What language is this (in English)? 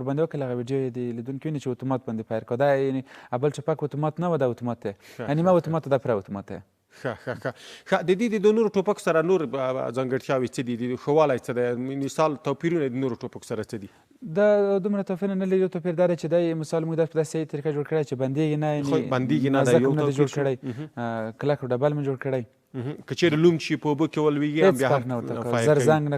Pashto